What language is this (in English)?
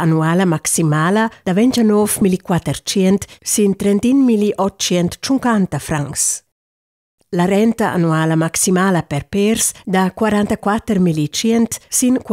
Romansh